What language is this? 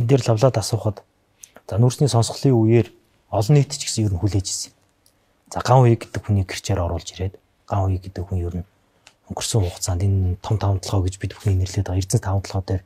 Mongolian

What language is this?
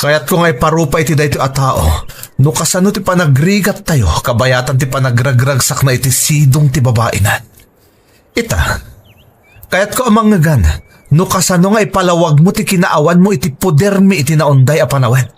Iloko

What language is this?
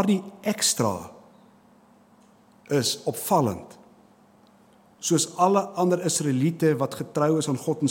Afrikaans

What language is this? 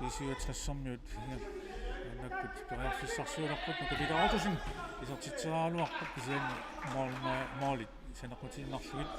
Kalaallisut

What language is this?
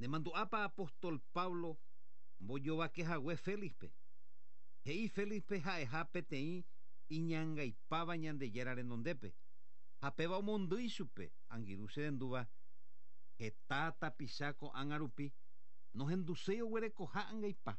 Guarani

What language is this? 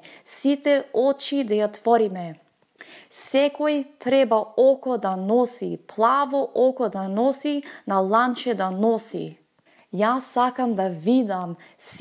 Macedonian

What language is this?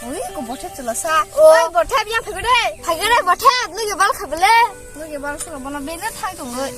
Kok Borok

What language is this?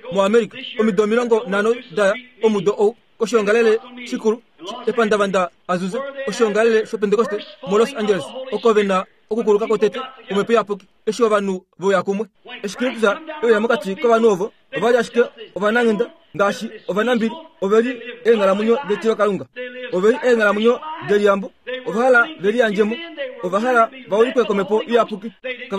Kuanyama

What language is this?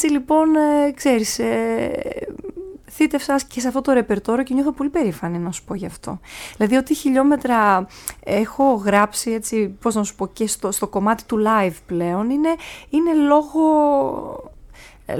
Greek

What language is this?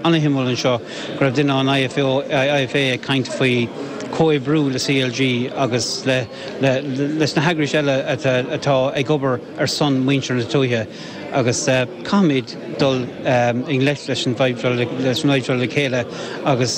Irish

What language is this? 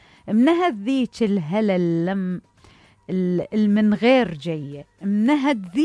Mesopotamian Arabic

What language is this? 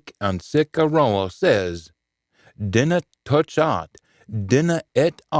Scots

